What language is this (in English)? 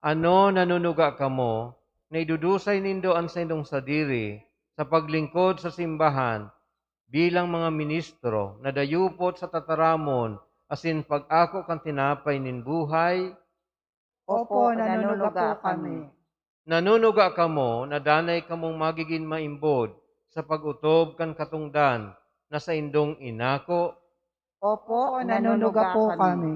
Bikol